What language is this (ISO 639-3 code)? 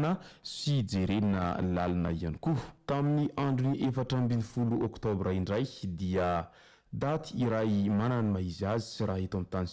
mlg